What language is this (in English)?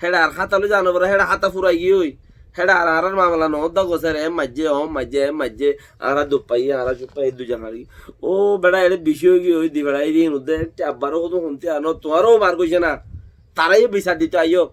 Rohingya